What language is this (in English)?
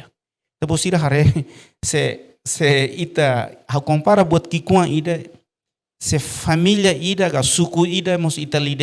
Tetum